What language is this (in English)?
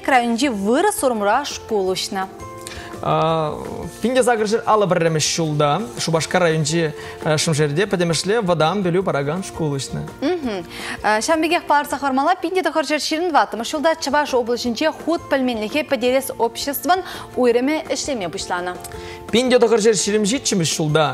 Chuvash